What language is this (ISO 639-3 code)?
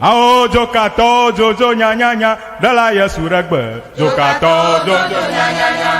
ewe